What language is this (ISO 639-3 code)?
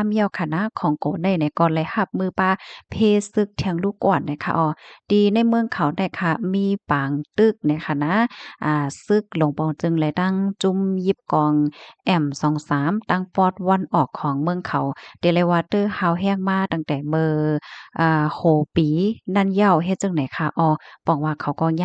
shn